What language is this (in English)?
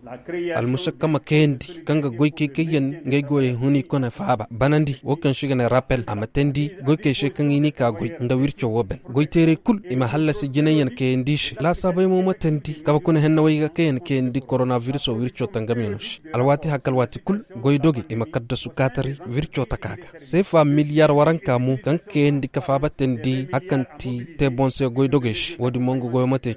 Zarma